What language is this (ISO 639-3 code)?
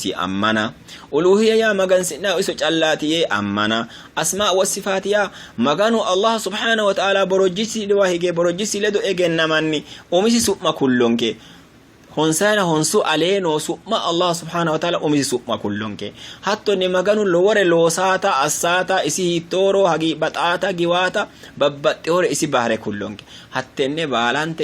sid